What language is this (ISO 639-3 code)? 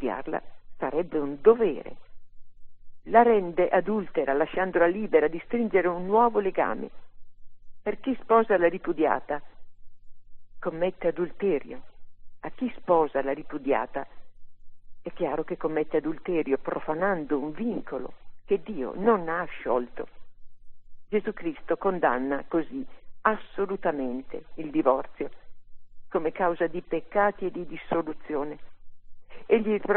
ita